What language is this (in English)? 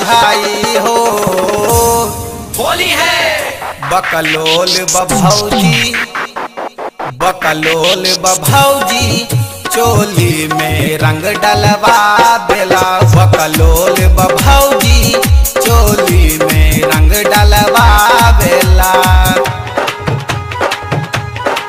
Bhojpuri